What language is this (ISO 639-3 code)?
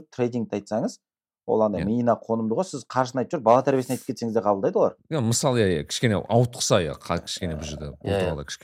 kaz